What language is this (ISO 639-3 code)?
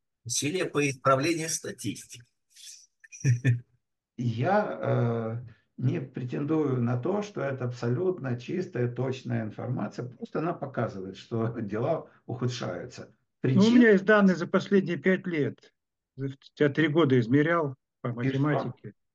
rus